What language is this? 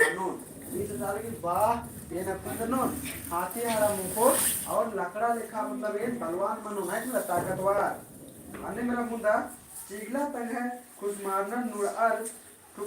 Kurukh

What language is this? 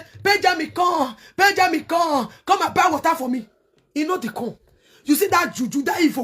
Nigerian Pidgin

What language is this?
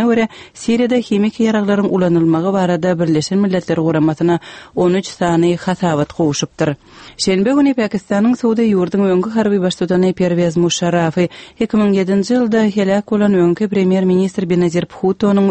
Turkmen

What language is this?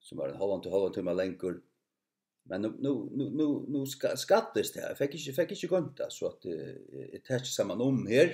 Faroese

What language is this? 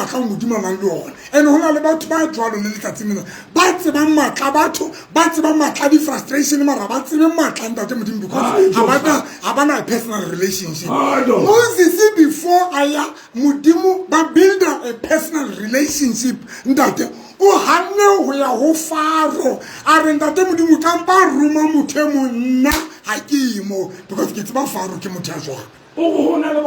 Southern Sotho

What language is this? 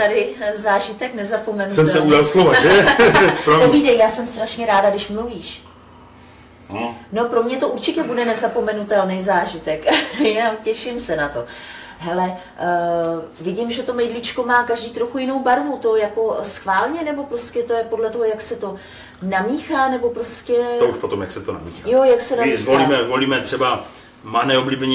Czech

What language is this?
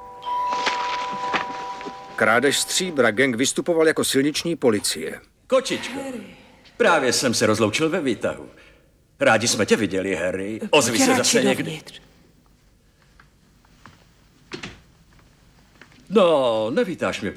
Czech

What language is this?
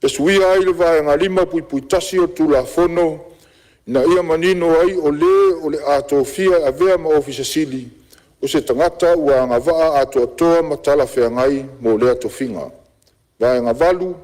Samoan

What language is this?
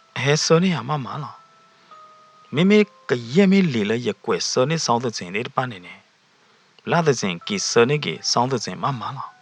S'gaw Karen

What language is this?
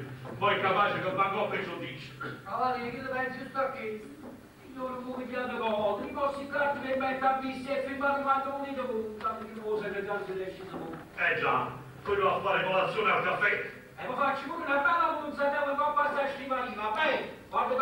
Neapolitan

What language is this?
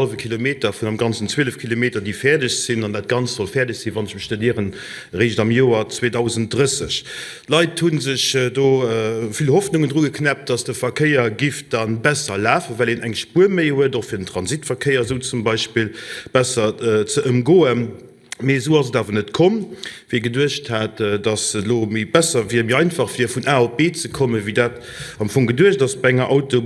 Luxembourgish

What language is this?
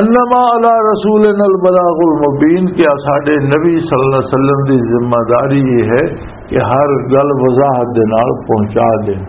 Western Panjabi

